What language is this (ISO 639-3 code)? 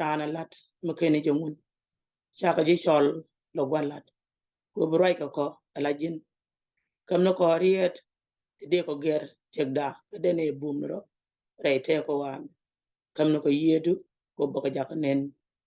nus